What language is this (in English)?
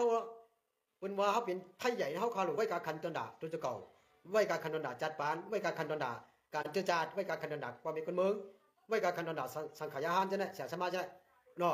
Shan